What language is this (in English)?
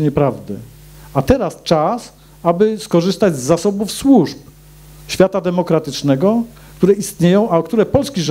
Polish